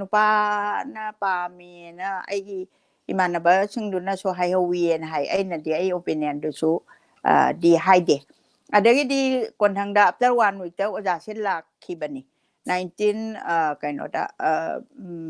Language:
Manipuri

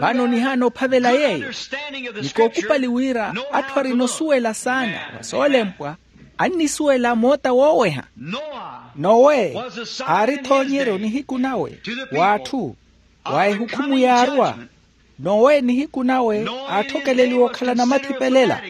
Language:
Makhuwa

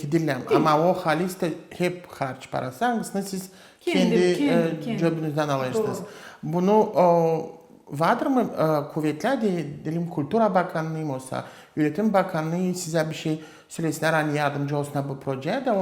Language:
Gagauz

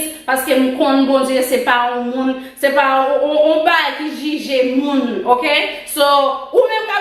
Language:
Haitian Creole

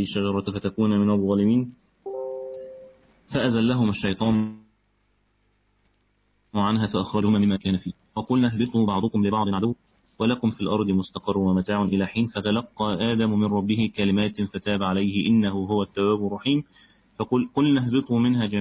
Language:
Arabic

